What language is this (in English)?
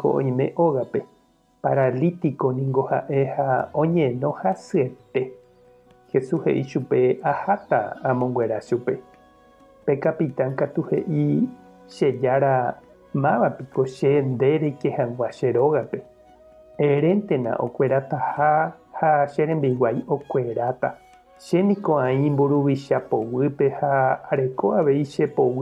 Guarani